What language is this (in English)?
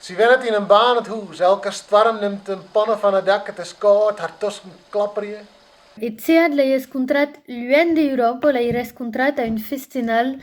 Occitan